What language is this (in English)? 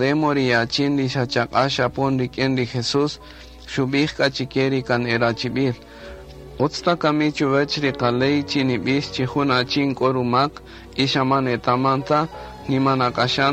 Kaqchikel